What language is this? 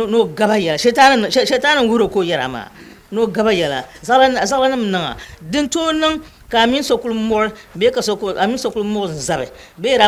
Dagbani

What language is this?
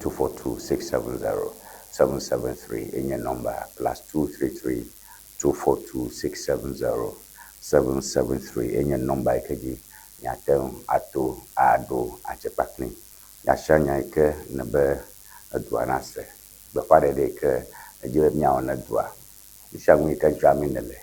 Ewe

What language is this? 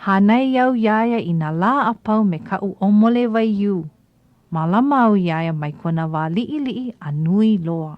Hawaiian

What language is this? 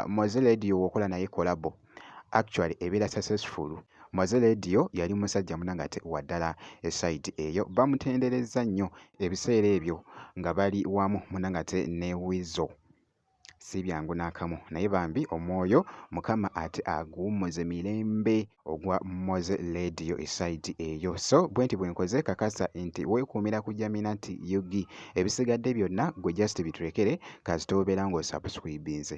Ganda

